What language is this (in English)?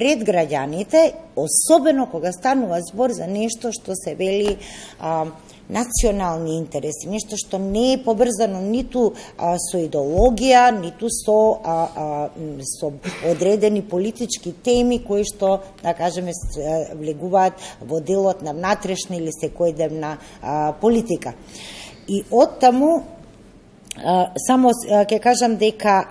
Macedonian